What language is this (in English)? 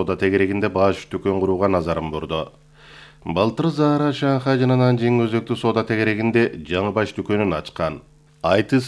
Kyrgyz